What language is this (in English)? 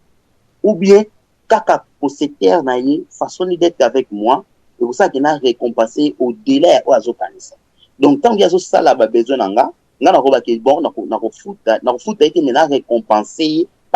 Lingala